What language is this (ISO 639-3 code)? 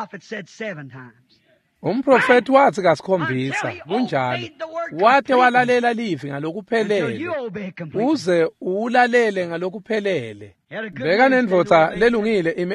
ssw